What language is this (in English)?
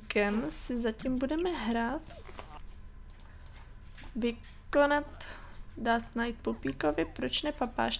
Czech